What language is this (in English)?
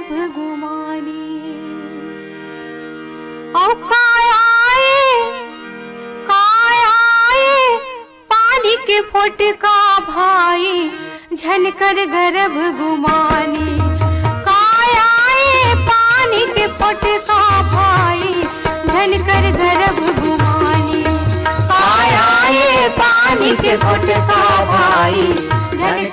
Chhattisgarhi